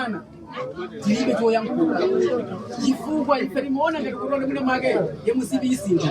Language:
Nyanja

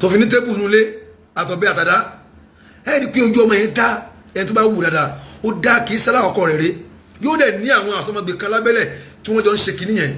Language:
Yoruba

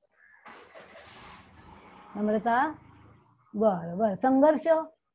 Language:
Marathi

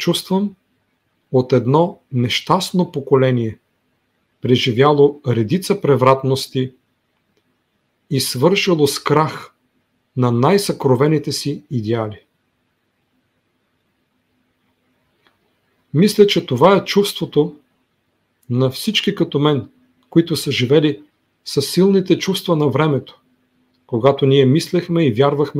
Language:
Bulgarian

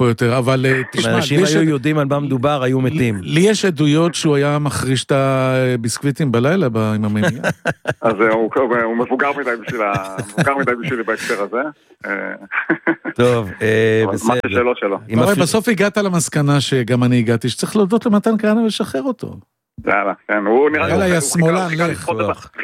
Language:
Hebrew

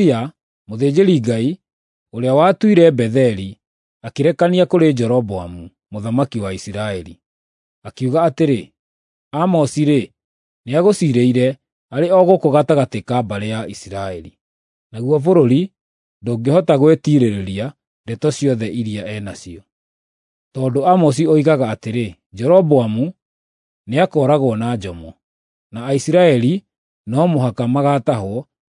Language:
Kikuyu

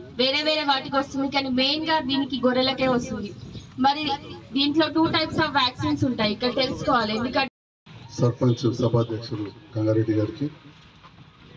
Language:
Telugu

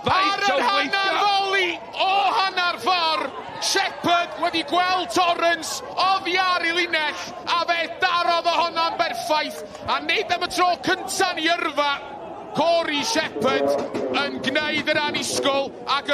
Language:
Welsh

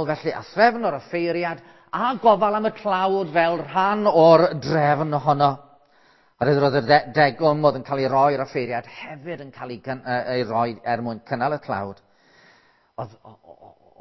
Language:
Welsh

